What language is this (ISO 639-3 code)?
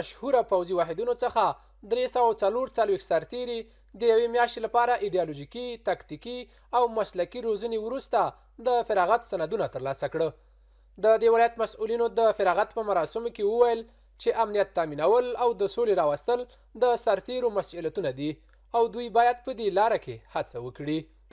pus